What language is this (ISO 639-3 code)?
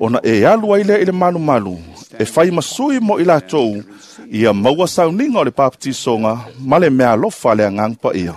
smo